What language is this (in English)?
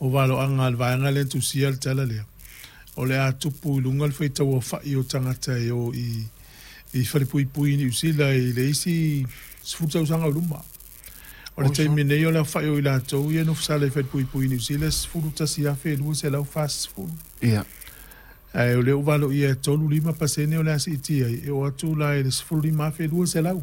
Samoan